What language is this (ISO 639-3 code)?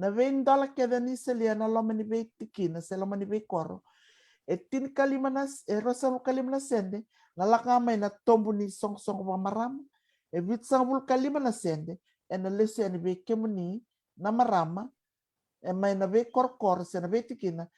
fij